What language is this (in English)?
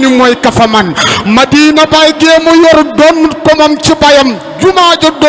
Wolof